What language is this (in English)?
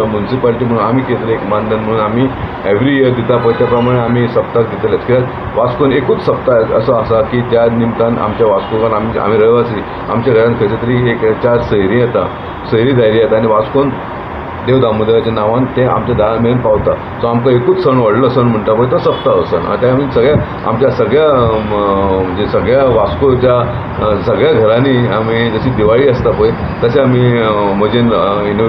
Konkani